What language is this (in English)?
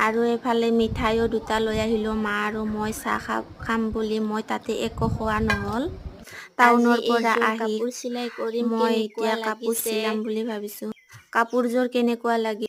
Assamese